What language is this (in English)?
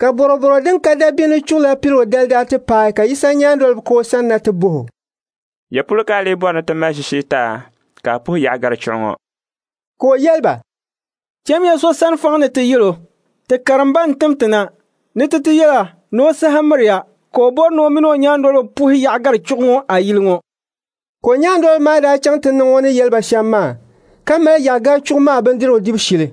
Dagbani